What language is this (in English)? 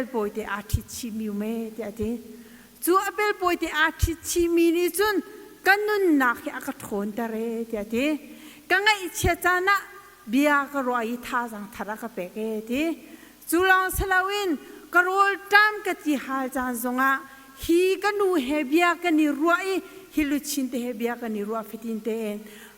Hakha Chin